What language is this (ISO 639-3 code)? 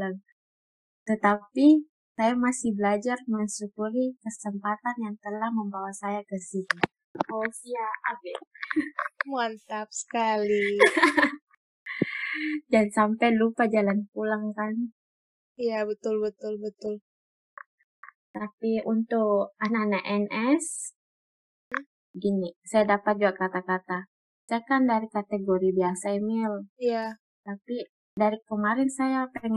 ind